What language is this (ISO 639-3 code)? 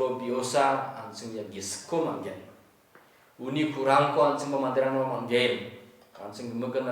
grt